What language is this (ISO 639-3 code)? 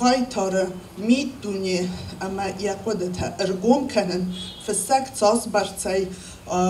oss